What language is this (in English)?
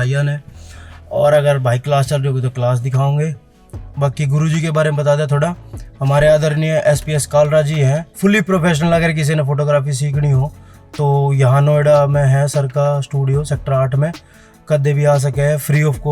Haryanvi